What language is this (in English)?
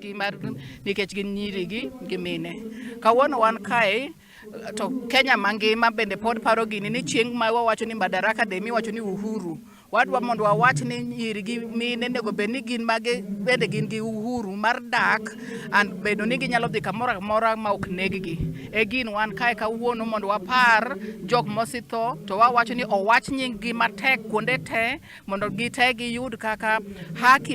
Luo (Kenya and Tanzania)